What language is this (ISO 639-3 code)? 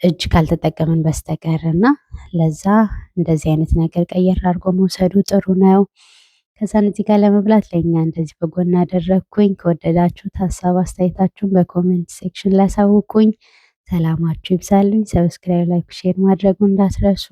amh